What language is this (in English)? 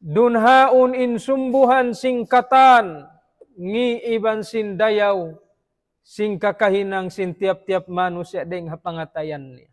Tausug